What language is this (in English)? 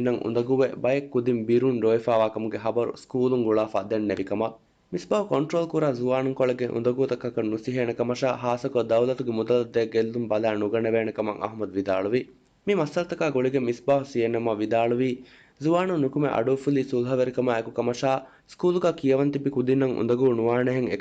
Divehi